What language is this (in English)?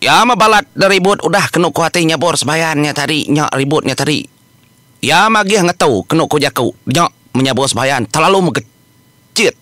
Iban